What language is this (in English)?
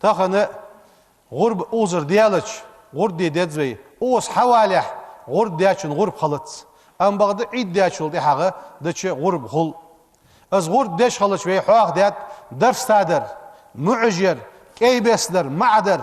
Ingush